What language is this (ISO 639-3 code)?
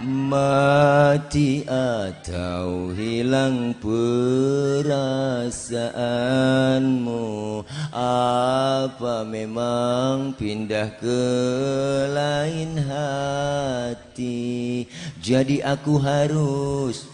bew